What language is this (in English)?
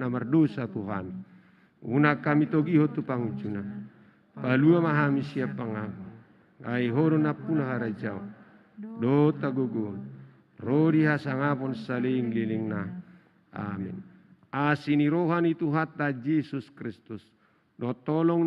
Batak Toba